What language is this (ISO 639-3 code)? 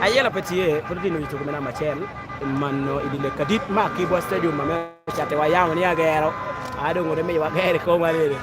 laj